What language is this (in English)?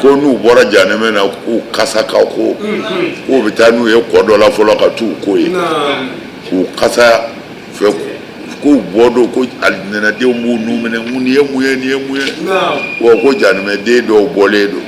Bambara